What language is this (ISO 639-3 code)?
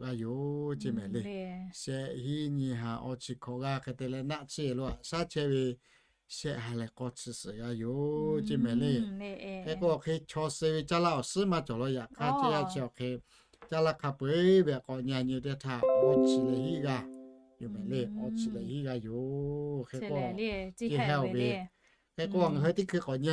lhu